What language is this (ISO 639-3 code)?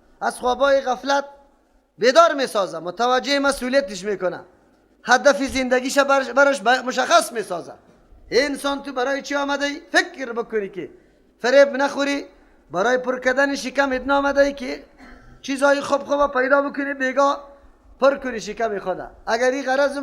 fas